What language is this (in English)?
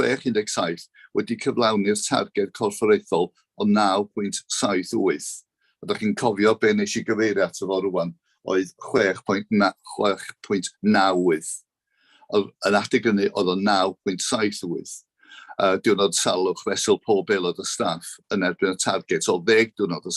Welsh